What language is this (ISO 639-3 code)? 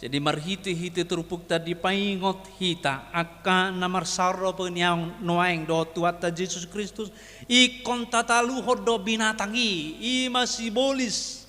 bbc